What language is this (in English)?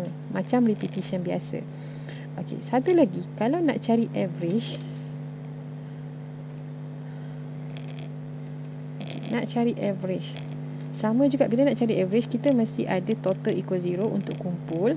Malay